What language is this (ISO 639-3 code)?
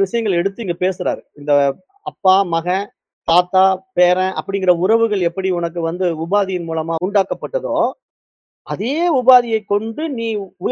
tam